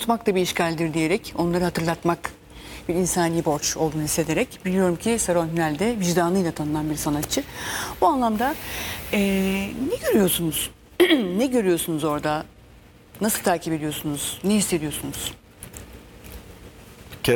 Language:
Turkish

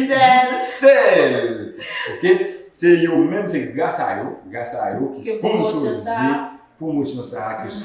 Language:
Haitian Creole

